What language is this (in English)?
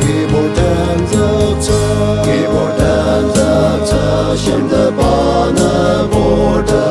Ao Naga